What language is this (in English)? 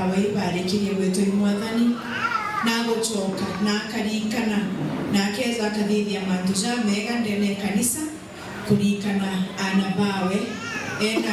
Meru